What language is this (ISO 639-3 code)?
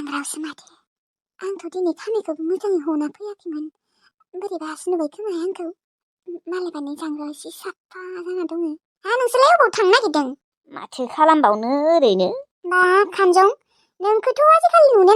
brx